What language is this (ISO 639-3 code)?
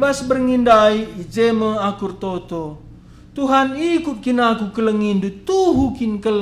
btx